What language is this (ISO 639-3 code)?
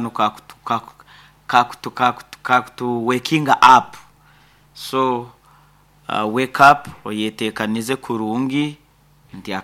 nyn